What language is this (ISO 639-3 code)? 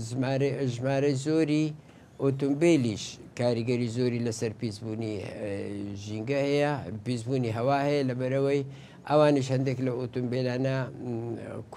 ckb